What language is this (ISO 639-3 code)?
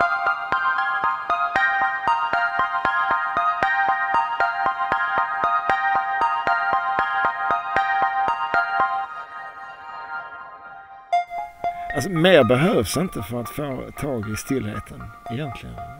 swe